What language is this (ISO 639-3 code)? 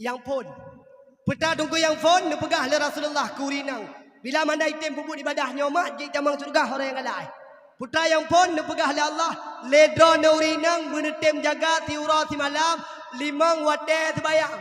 ace